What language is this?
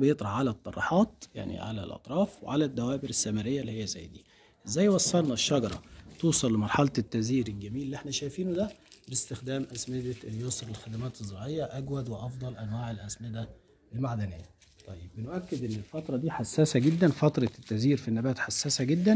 Egyptian Arabic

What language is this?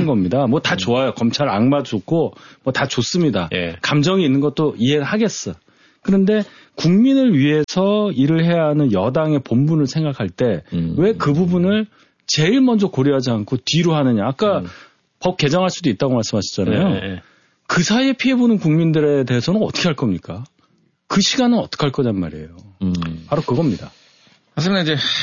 Korean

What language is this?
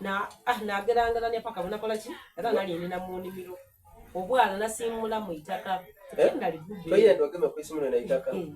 Soga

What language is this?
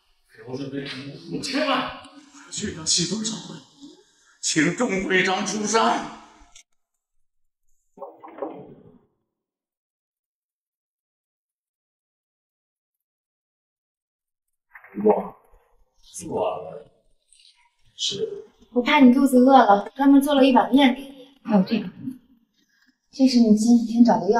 Chinese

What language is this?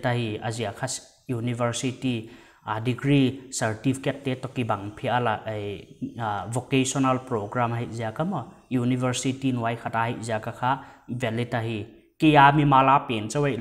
Paite Chin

